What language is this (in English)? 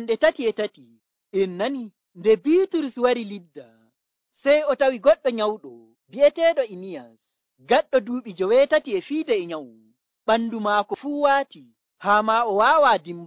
Nigerian Fulfulde